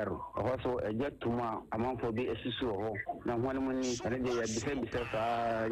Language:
Akan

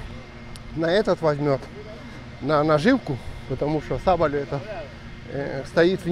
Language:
Russian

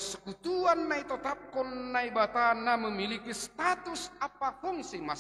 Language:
Batak Simalungun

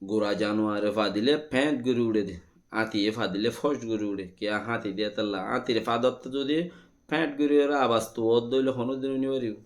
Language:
Rohingya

